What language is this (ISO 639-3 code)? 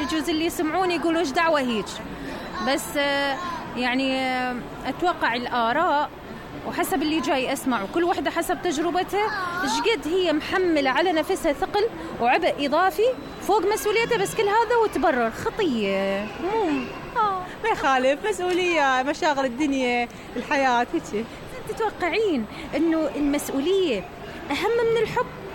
acm